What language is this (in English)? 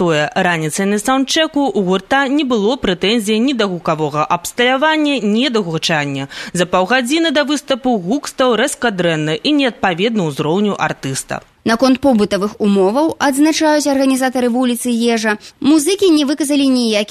Belarusian